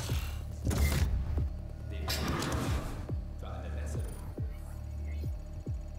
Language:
German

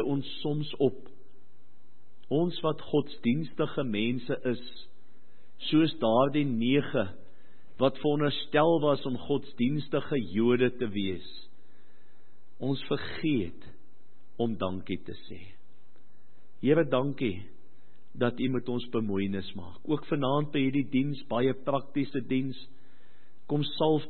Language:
Afrikaans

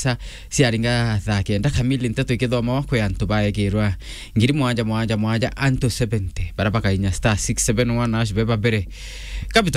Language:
Meru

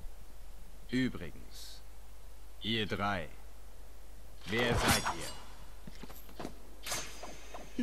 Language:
German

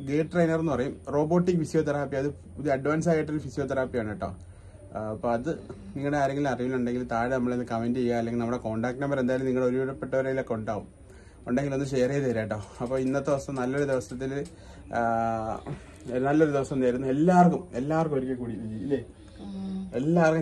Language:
Malayalam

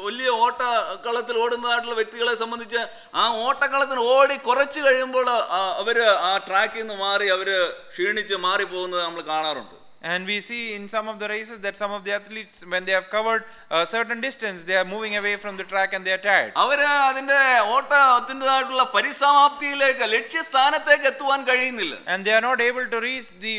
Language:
Malayalam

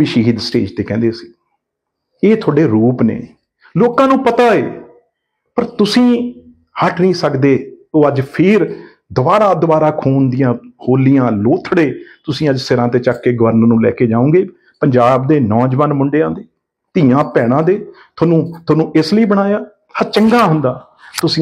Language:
Punjabi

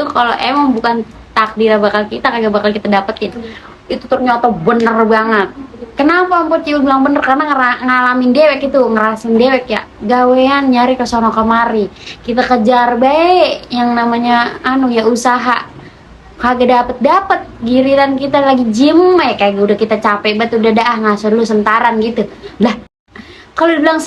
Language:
Betawi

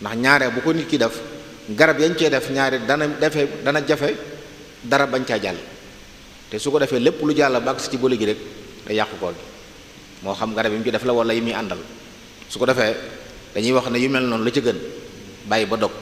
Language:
Wolof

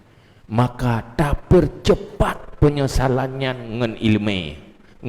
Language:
Achinese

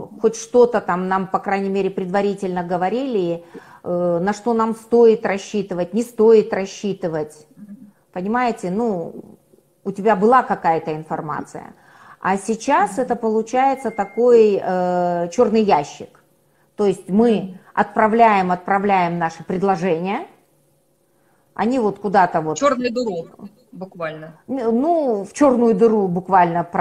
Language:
Russian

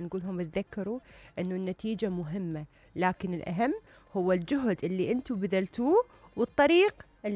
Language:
Mesopotamian Arabic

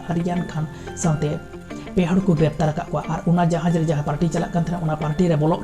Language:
Santali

